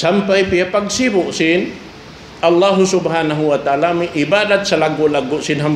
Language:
Tausug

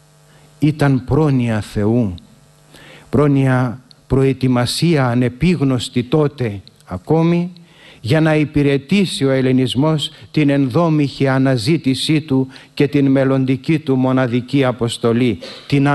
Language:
Greek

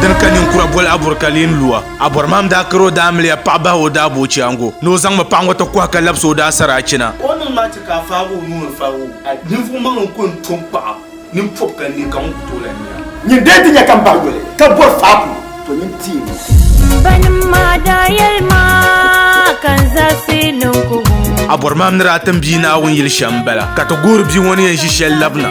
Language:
Dagbani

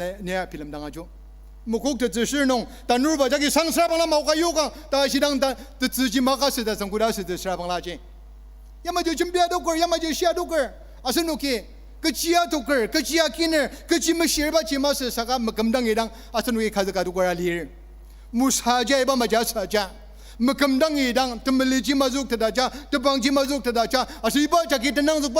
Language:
Ao Naga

